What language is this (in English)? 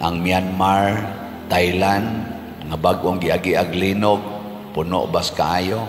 Cebuano